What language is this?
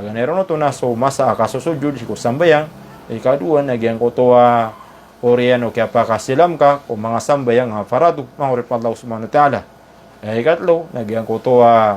Maranao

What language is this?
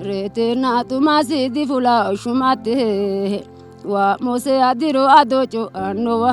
Sidamo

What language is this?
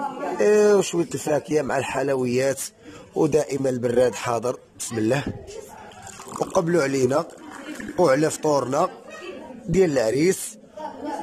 Moroccan Arabic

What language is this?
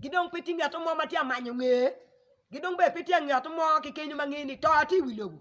Acoli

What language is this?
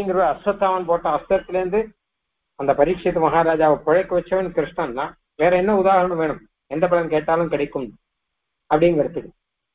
Tamil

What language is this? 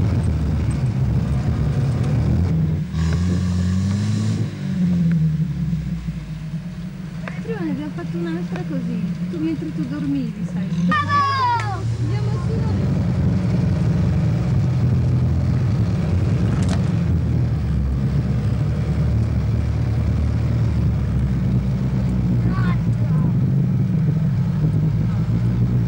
Italian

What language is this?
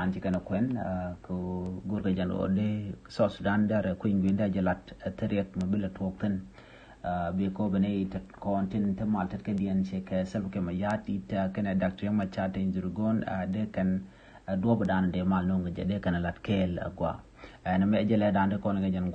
Nuer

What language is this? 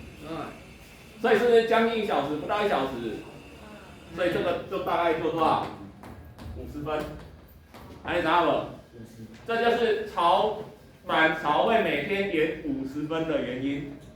Min Nan Chinese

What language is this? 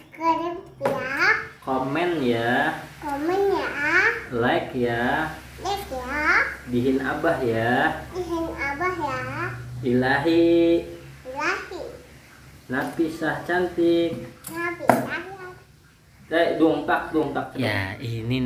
Banjar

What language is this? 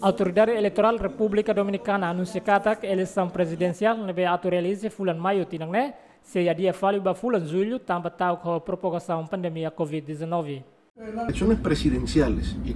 Tetum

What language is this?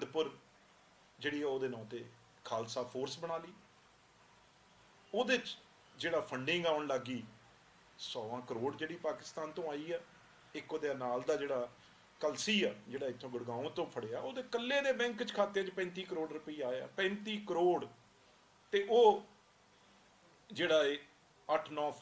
Punjabi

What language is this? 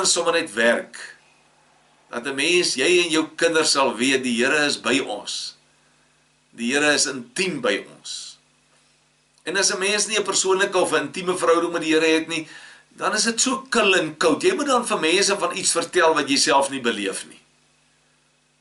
Afrikaans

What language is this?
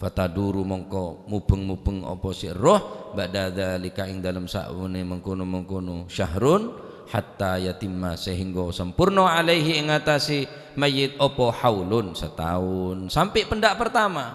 Madurese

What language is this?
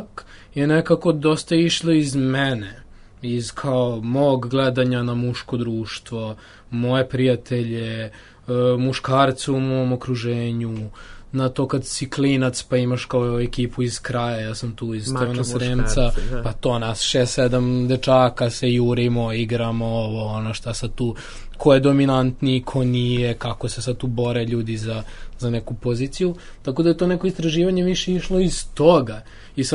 Serbian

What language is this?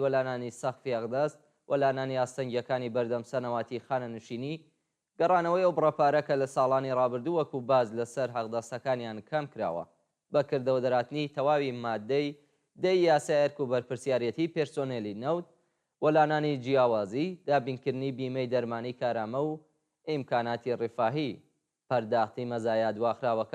Central Kurdish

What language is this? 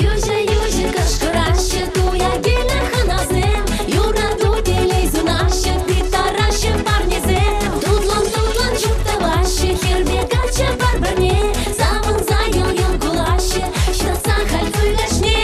Chuvash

